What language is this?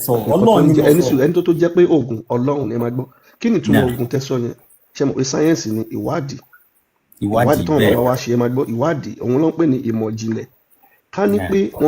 Yoruba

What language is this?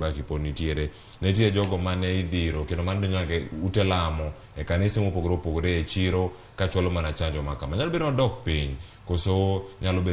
Luo (Kenya and Tanzania)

